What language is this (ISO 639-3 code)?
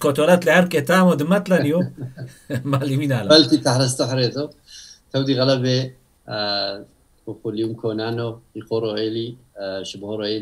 tru